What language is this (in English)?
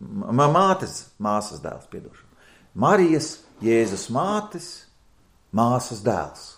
Latvian